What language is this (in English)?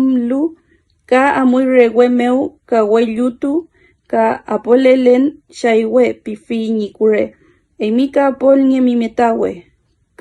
Mapuche